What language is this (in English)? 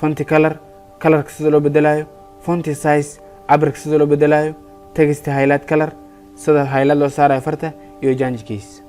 Somali